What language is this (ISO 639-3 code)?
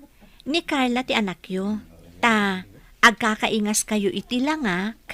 ilo